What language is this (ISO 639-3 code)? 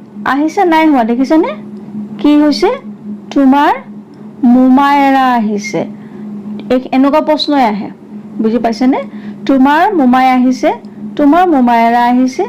asm